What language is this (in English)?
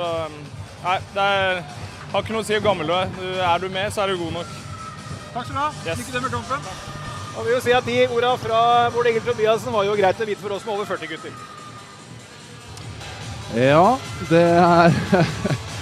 Norwegian